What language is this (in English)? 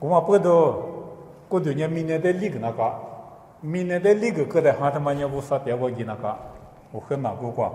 Lisu